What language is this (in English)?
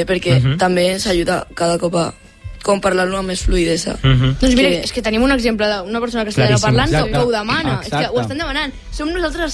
Catalan